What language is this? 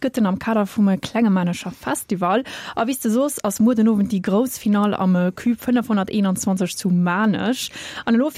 Luxembourgish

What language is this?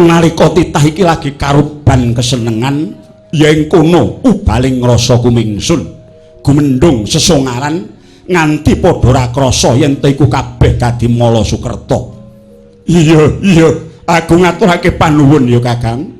Javanese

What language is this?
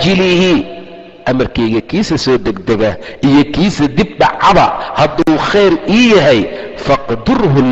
Somali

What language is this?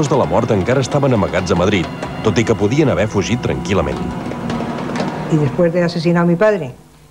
Catalan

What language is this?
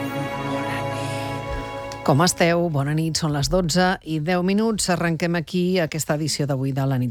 Catalan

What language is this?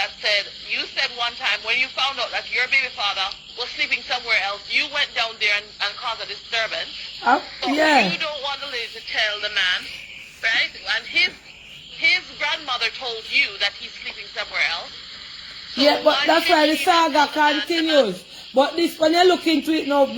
Jamaican Creole English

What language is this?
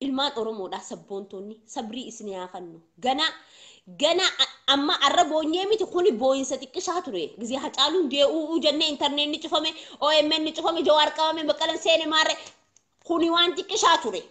Oromo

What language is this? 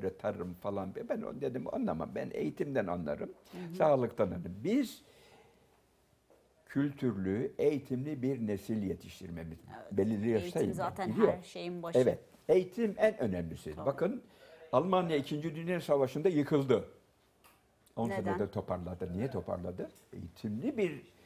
Turkish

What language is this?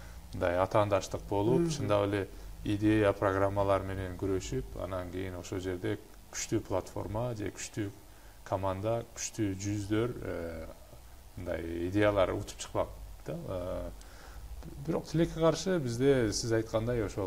Kyrgyz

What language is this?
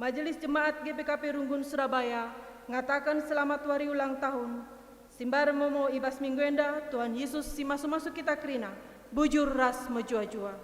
Batak Karo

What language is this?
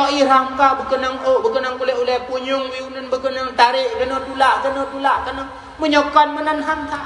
Achinese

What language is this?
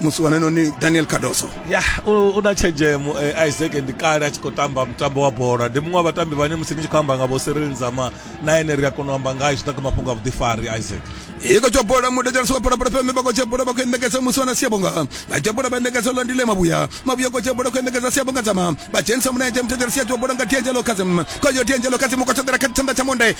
Venda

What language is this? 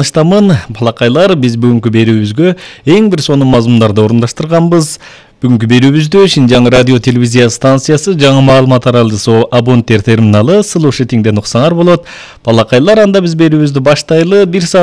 Kyrgyz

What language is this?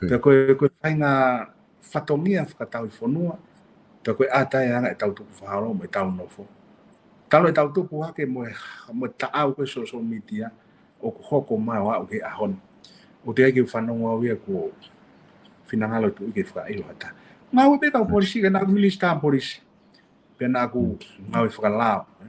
Tongan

